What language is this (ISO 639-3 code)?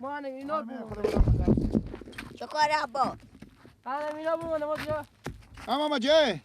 fas